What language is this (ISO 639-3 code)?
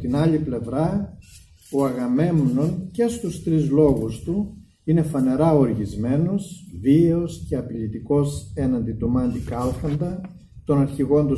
ell